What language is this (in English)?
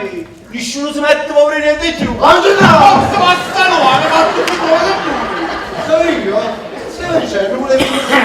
Neapolitan